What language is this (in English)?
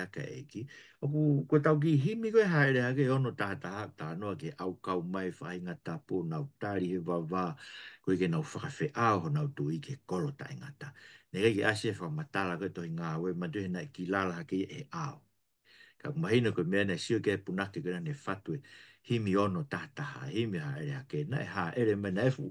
Tongan